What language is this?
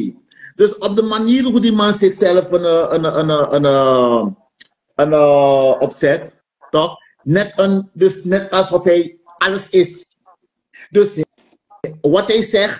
Dutch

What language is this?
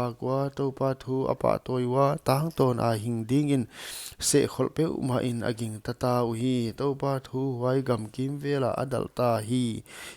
Paite Chin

